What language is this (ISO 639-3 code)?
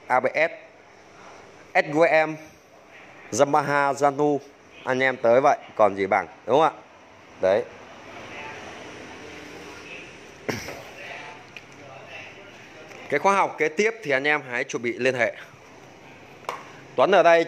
vie